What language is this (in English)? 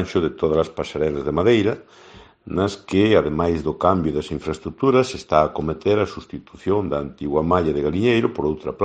Galician